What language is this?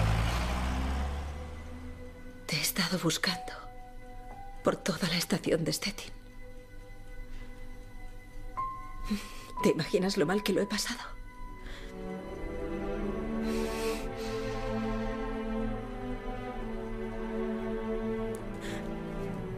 Spanish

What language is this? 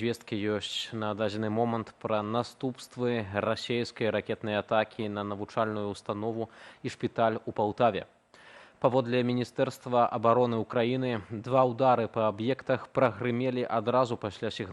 Belarusian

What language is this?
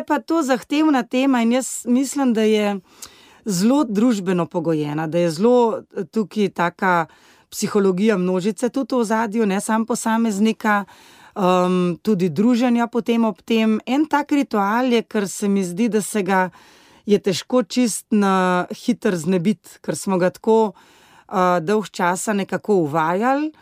Slovenian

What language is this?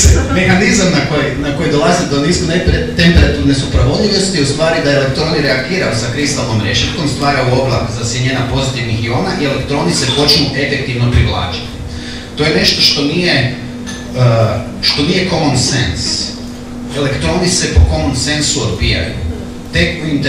Croatian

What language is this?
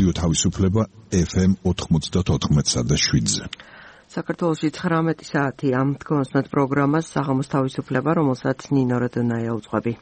Georgian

